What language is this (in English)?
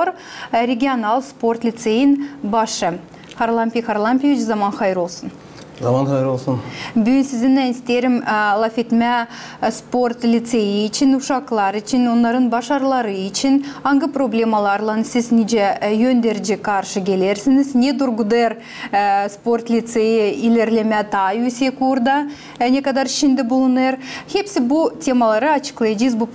Gagauz